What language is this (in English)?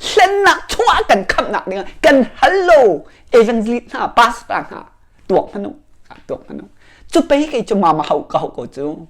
Hakha Chin